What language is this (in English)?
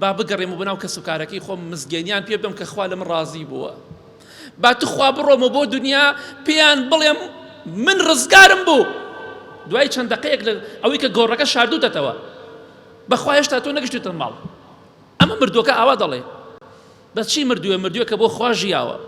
Central Kurdish